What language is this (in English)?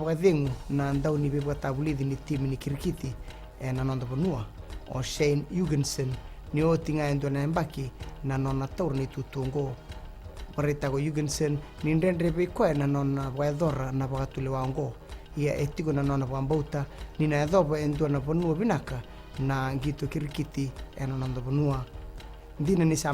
Fijian